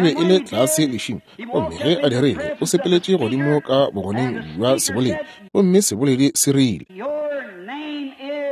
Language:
Northern Sotho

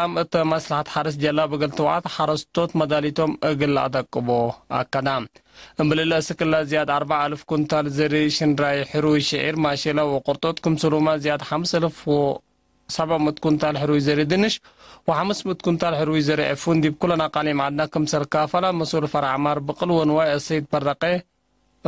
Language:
Tigre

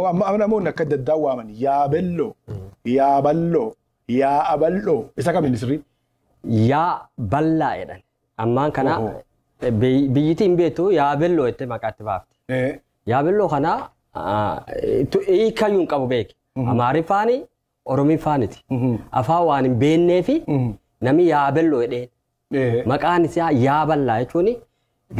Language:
Oromo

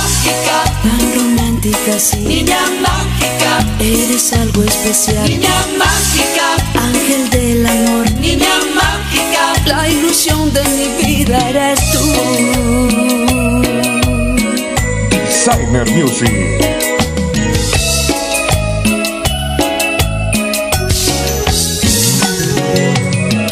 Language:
Spanish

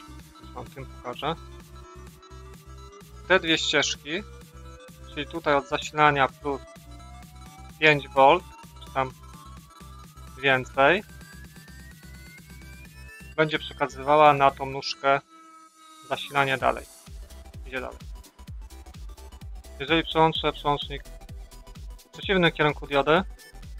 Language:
Polish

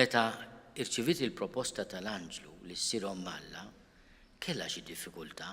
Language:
Maltese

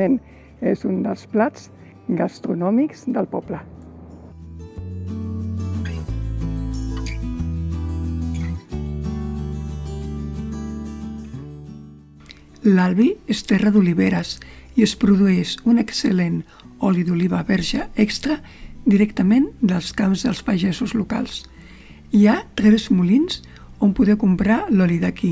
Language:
Catalan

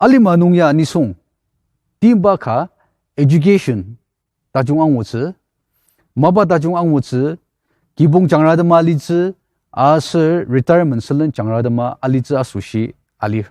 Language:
Ao Naga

